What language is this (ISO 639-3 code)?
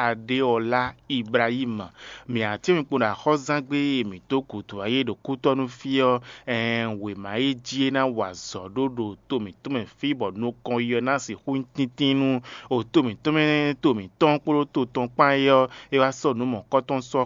fon